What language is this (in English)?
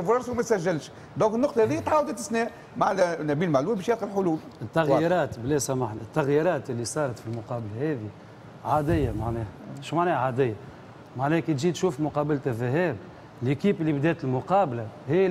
Tunisian Arabic